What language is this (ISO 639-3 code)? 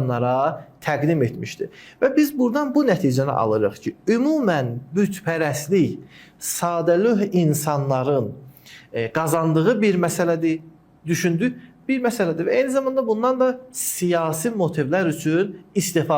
aze